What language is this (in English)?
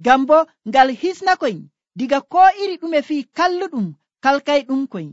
Nigerian Fulfulde